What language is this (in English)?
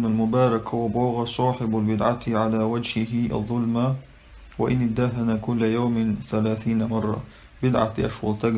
Chechen